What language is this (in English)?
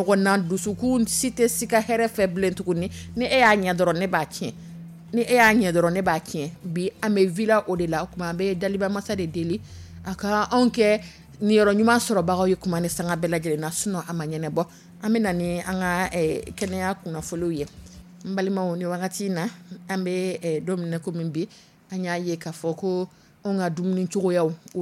Dyula